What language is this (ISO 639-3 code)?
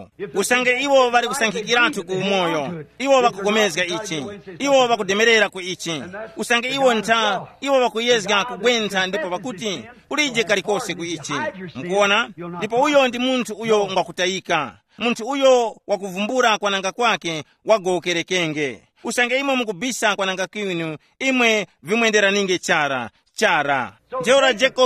tum